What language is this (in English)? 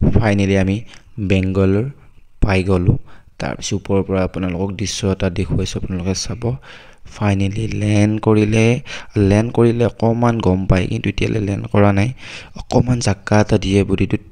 Assamese